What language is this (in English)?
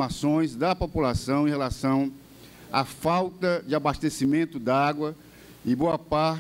Portuguese